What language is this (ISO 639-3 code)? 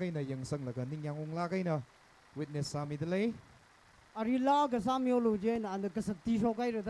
nmf